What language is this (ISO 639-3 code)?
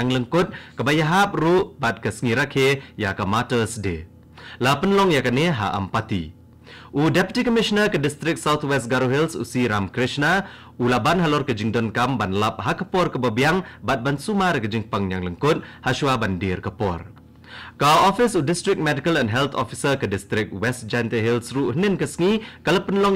kha